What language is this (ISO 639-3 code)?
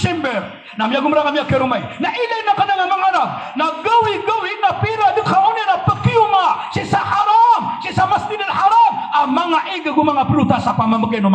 mrw